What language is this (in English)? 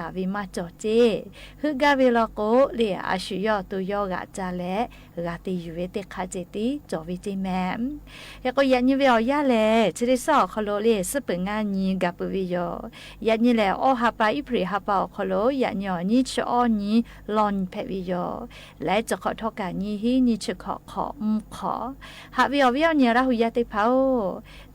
Lahu